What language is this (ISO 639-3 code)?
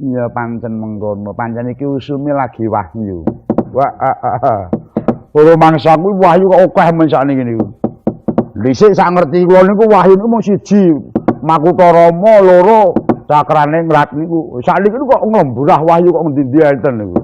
jav